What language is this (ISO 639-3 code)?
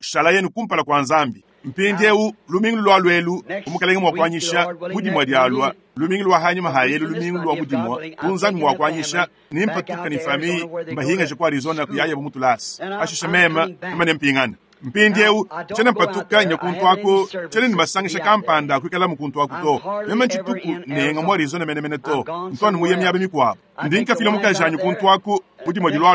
lua